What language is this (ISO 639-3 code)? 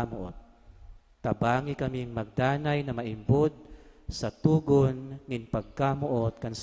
bik